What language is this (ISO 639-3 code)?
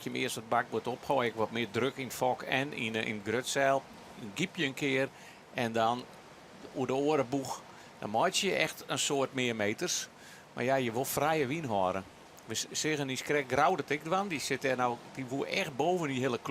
fry